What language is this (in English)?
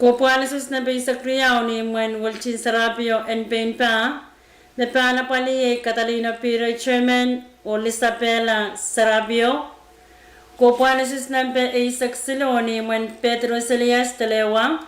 Pohnpeian